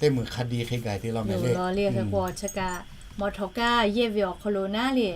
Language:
Lahu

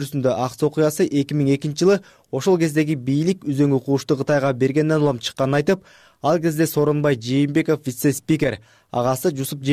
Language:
Kyrgyz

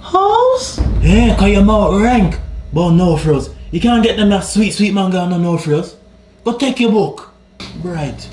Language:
Jamaican Creole English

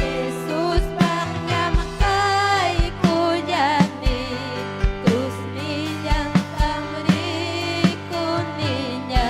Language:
Ayacucho Quechua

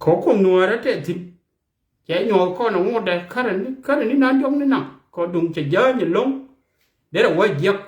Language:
Nuer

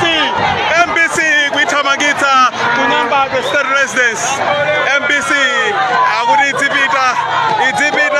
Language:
Nyanja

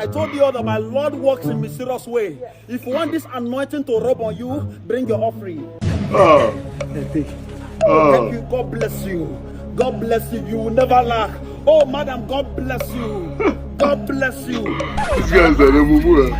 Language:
Nigerian Pidgin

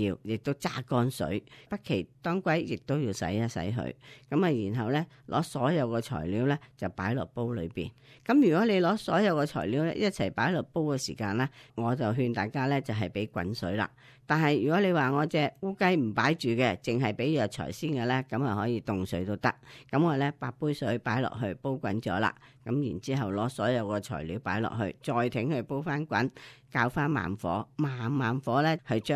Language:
Cantonese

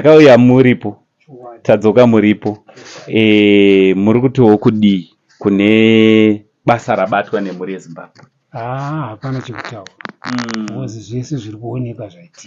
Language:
Shona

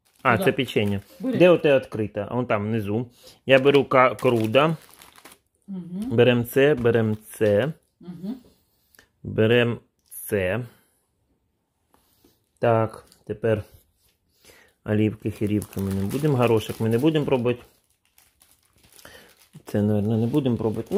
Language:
Ukrainian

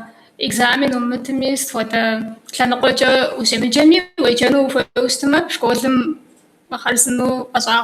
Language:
Kabardian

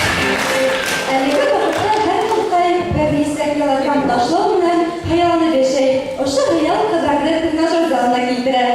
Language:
Bashkir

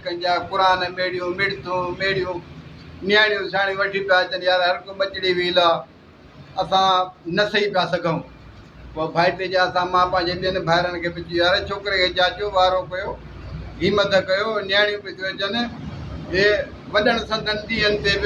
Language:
Sindhi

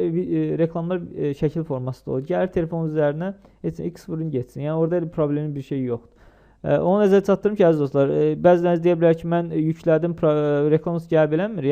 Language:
Azerbaijani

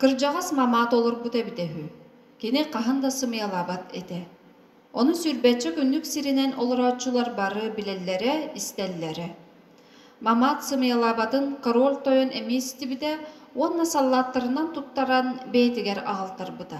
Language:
Yakut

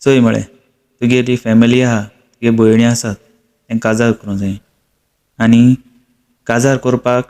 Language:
Konkani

